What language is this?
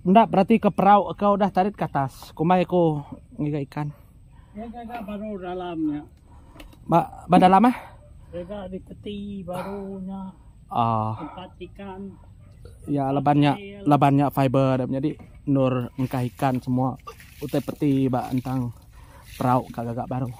Iban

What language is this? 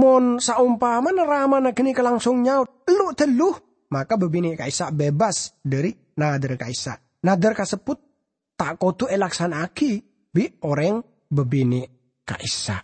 Madurese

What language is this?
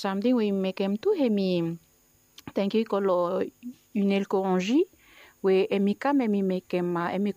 Bislama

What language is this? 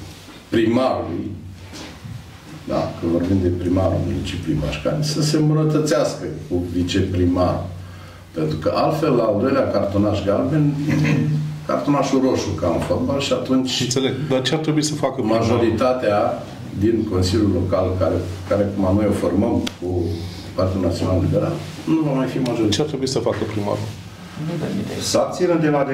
Romanian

